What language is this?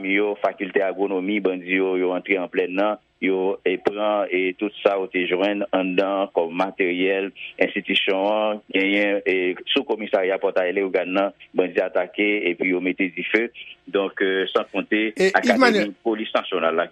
Haitian Creole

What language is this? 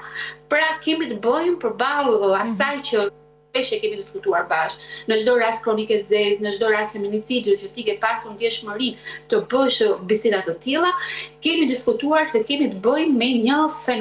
Albanian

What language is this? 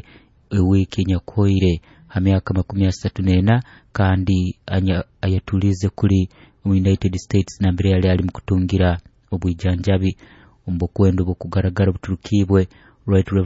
Nyoro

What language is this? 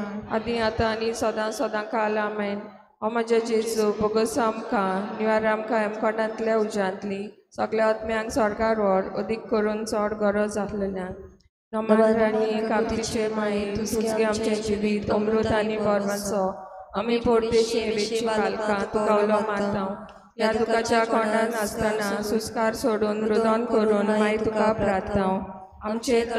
Konkani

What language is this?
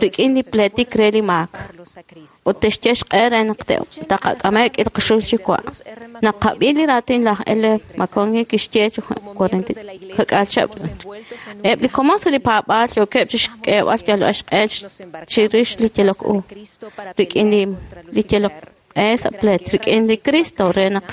Kekchí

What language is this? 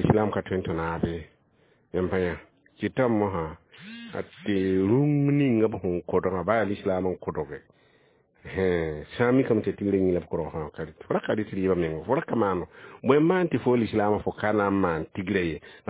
Mossi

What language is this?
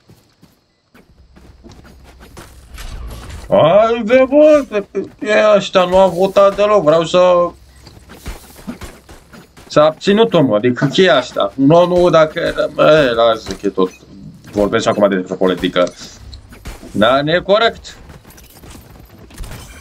Romanian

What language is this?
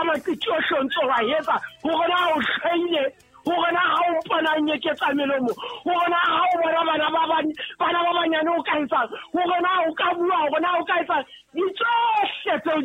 Southern Sotho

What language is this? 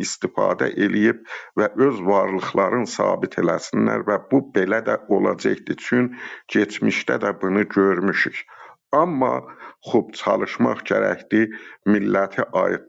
South Azerbaijani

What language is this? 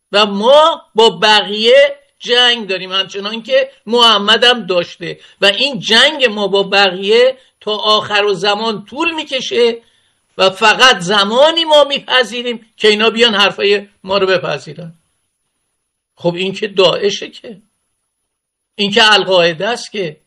Persian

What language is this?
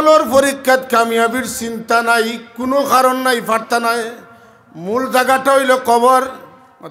Sylheti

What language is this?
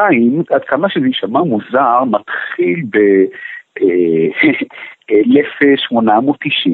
Hebrew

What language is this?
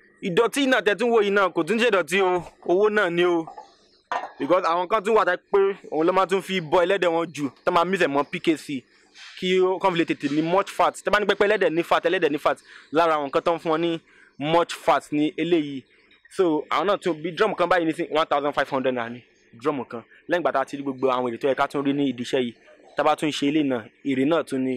Yoruba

